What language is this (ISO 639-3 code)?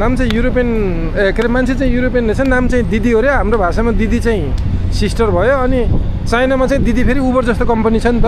nep